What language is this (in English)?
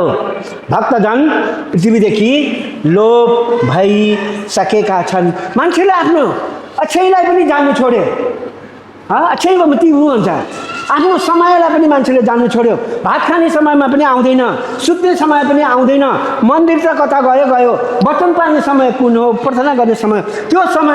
Nepali